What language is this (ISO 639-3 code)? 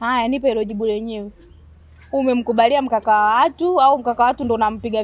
swa